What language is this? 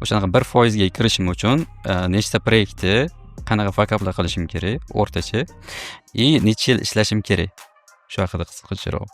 Uzbek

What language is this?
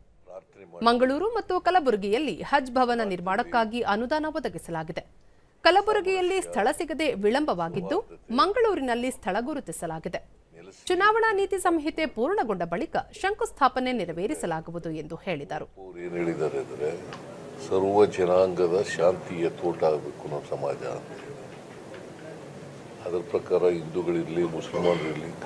Kannada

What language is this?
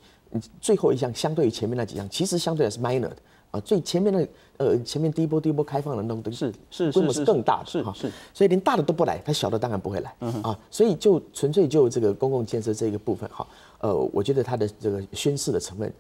Chinese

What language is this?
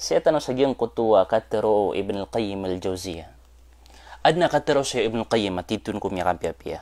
Maranao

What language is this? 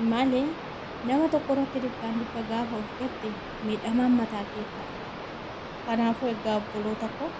Oromo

